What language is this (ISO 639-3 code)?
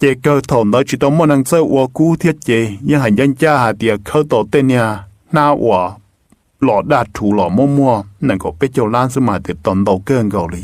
hmn